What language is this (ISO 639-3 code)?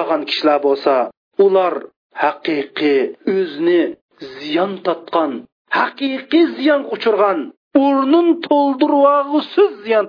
uig